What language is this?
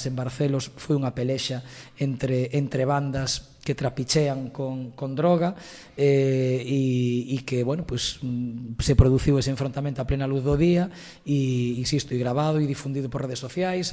Galician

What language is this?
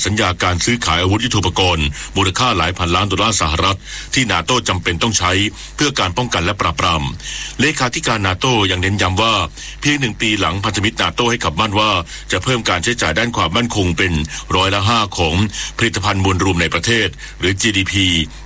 Thai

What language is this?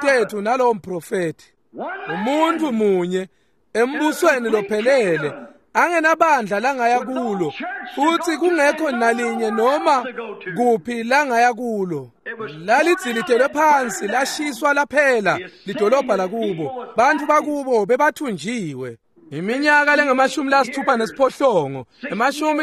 Swati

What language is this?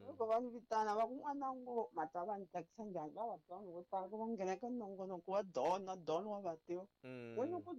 Tsonga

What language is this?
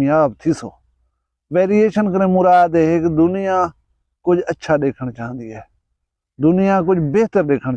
Saraiki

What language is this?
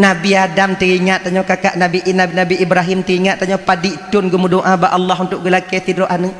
Achinese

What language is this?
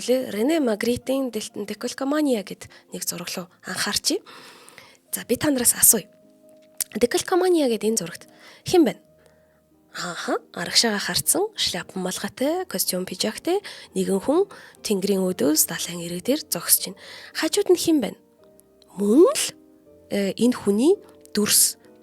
Mongolian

